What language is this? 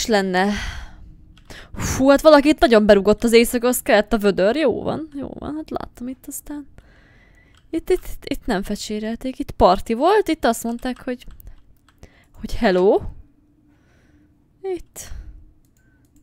Hungarian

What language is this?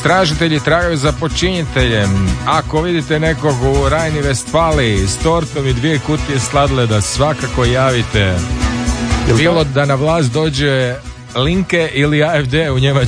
Croatian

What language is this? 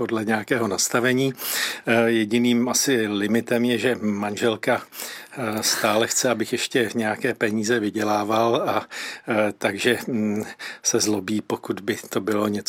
Czech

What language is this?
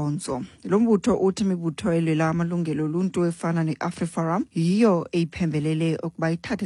Xhosa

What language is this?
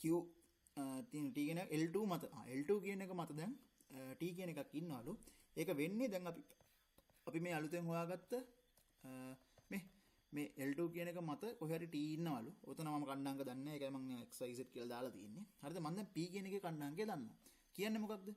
Sinhala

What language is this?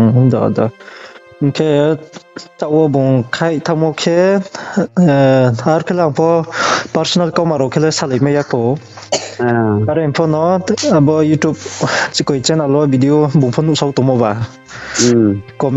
Riang (India)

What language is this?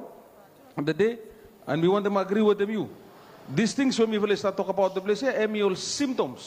Bislama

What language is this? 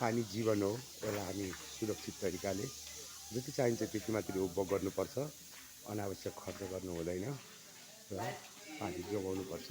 Nepali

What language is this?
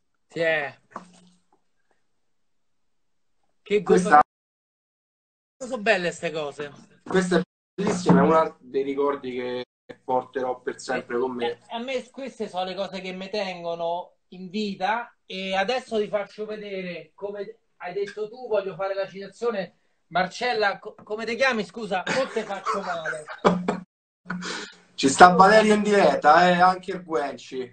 Italian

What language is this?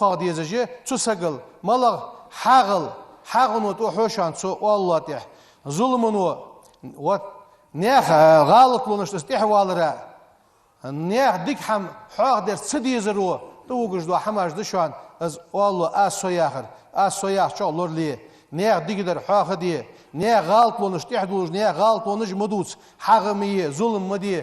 Ingush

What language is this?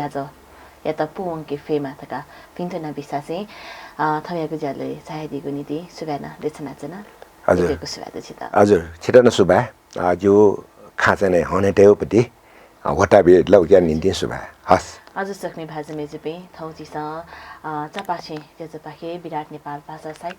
Newari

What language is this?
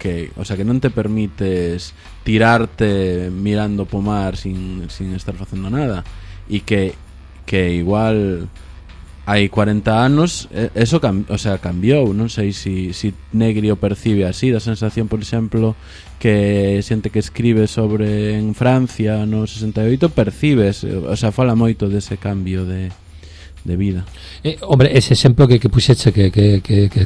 Galician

